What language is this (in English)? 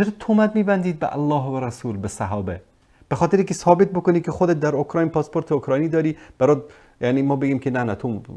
Persian